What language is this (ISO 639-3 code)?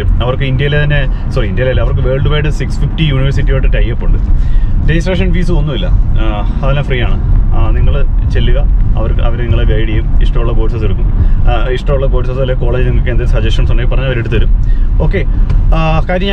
mal